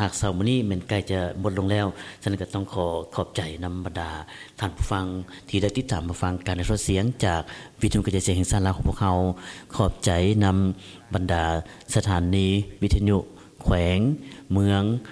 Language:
Lao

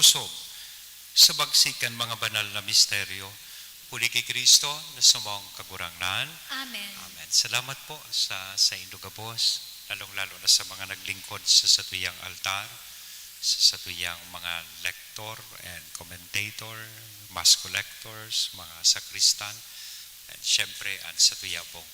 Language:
Bikol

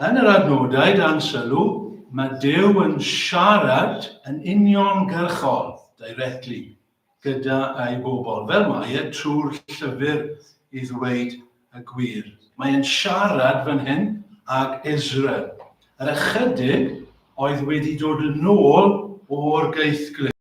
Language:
Welsh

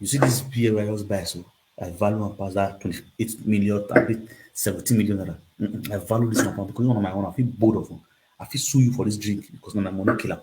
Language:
Nigerian Pidgin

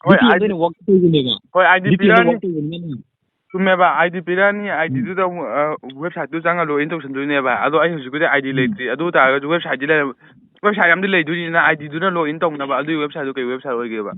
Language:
Manipuri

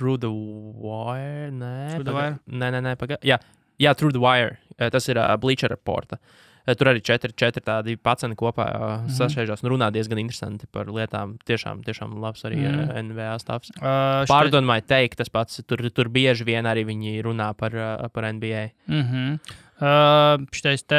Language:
Latvian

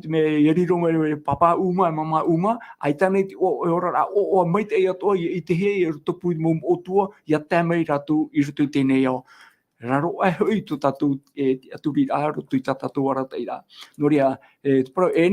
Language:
Tahitian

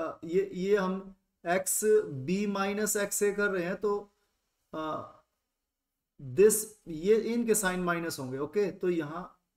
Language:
Hindi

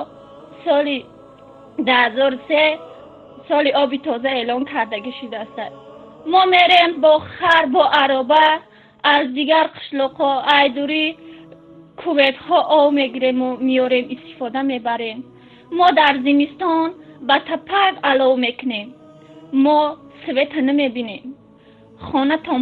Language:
Tajik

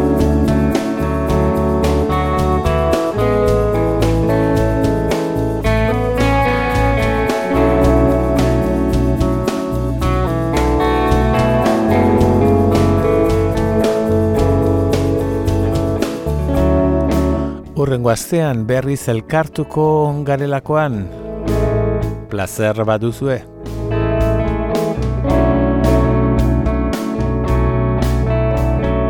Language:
Basque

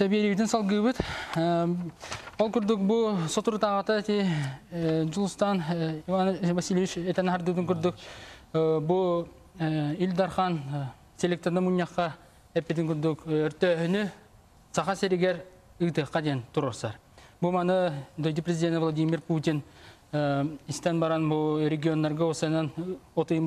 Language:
Yakut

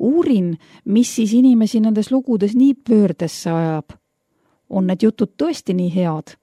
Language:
Estonian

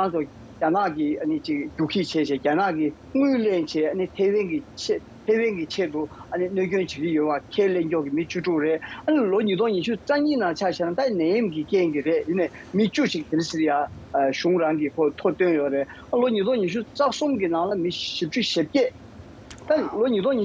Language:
Tibetan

